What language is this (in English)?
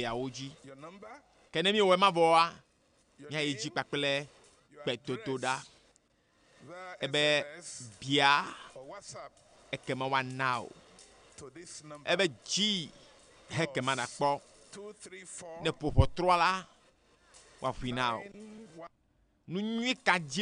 Ewe